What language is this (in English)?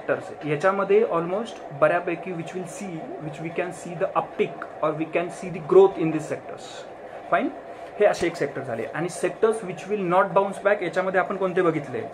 Marathi